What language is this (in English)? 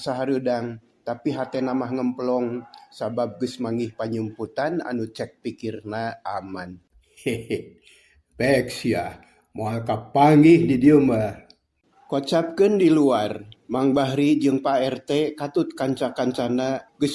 Sundanese